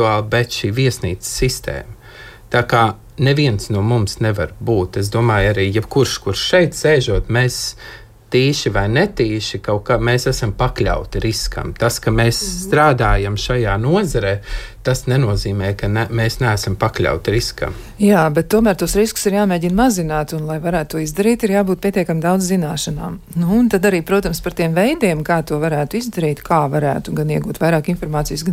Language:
Latvian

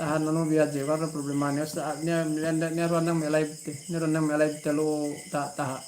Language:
Yakan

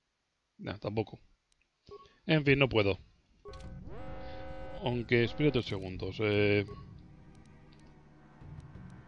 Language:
Spanish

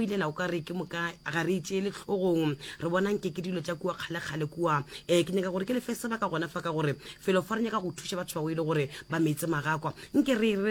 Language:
Northern Sotho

